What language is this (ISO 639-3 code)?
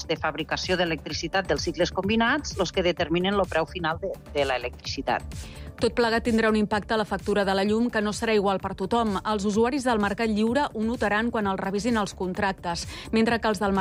cat